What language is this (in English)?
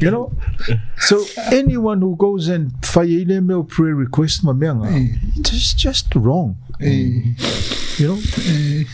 Samoan